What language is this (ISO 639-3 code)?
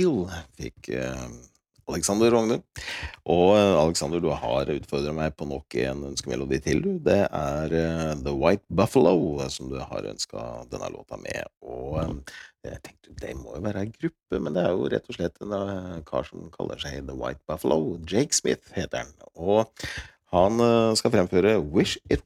nor